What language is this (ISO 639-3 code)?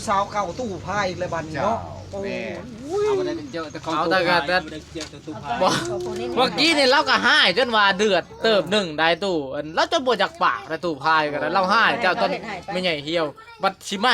lao